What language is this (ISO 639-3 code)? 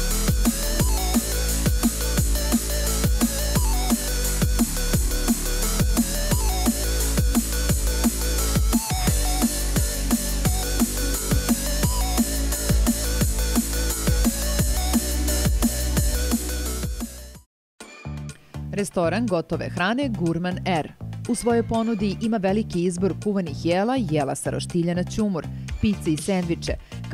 srp